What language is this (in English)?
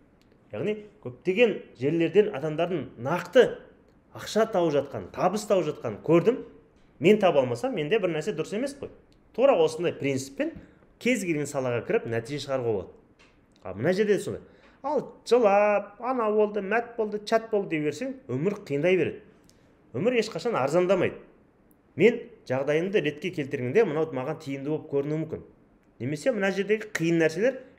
Kazakh